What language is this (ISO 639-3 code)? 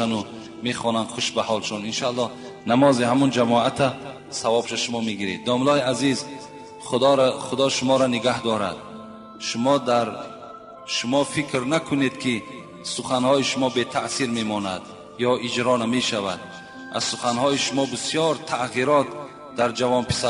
tgk